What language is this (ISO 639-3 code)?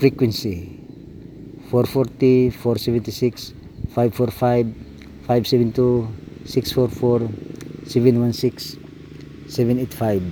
ceb